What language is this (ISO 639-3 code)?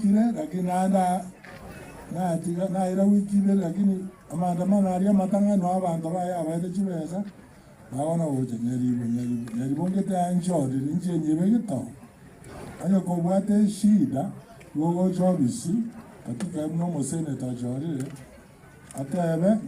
guz